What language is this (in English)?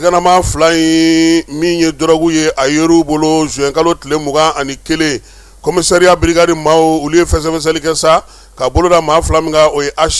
Bambara